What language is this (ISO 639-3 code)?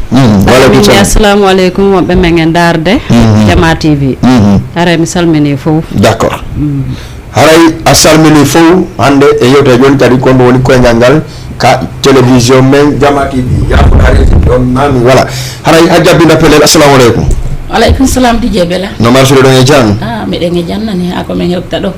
ful